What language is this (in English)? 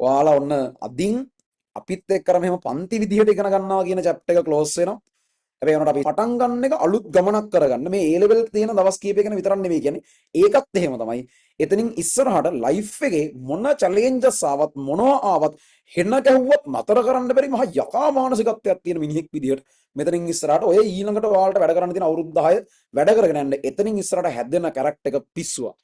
Sinhala